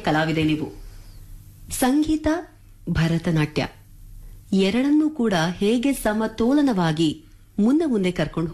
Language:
Kannada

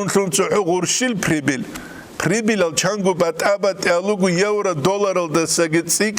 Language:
Avaric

